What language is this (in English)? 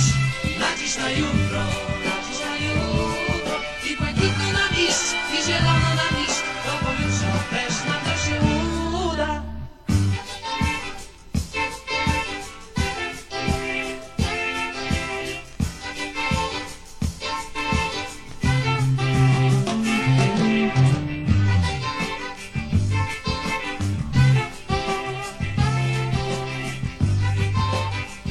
Polish